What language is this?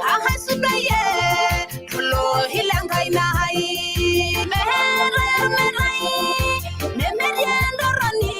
Masai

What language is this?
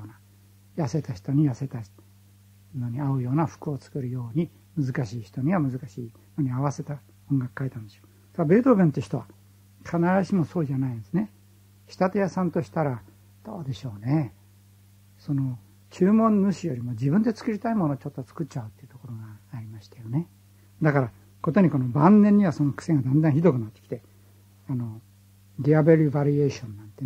Japanese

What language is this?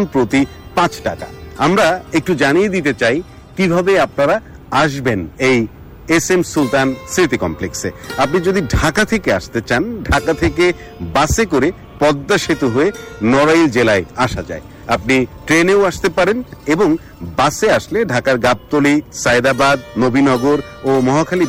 Bangla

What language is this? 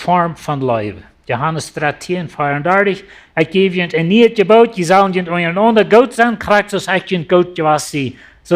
Plautdietsch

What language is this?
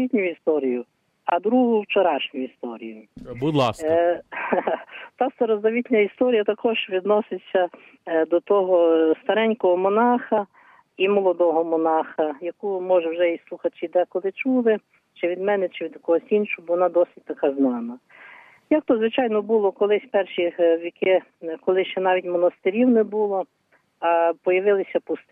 Ukrainian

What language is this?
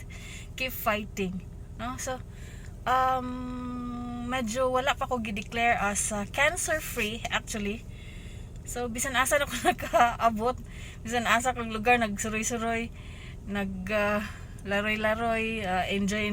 Cebuano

